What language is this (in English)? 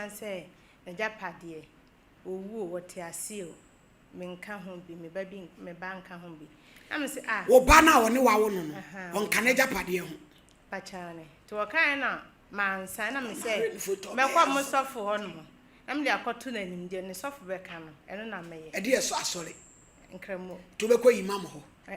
Akan